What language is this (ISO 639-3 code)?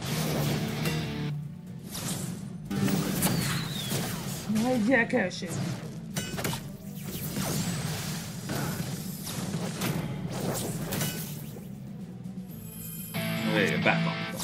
hun